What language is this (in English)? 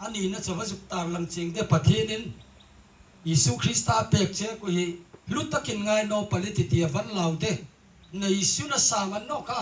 Hmar